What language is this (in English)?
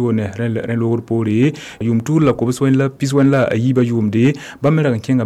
Mossi